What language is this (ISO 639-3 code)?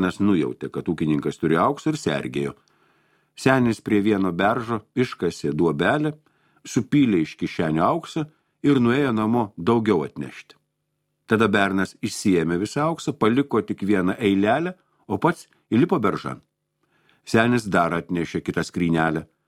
lit